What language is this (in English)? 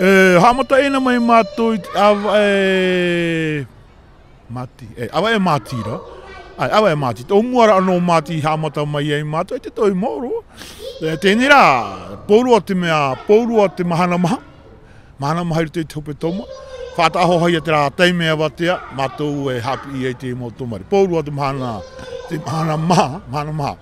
Tahitian